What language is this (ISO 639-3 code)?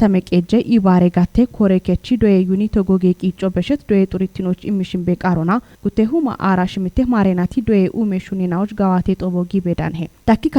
kbr